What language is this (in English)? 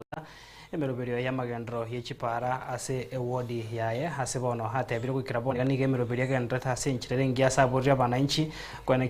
Gusii